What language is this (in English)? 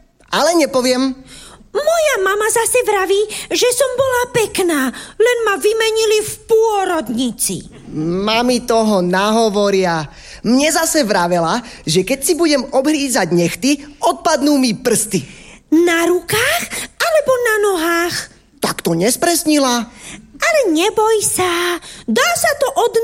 Slovak